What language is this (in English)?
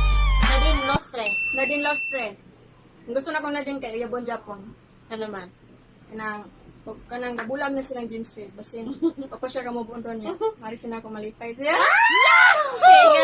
Cebuano